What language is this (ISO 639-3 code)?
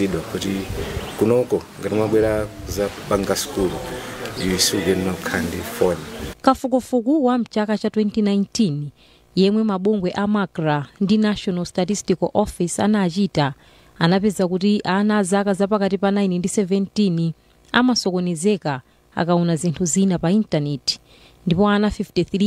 nya